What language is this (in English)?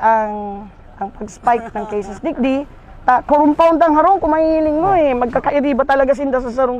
Bikol